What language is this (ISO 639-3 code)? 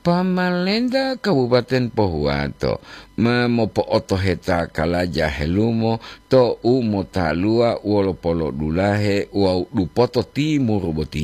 gor